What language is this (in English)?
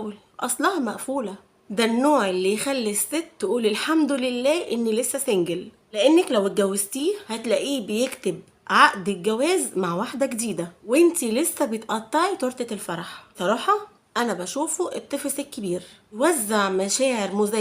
Egyptian Arabic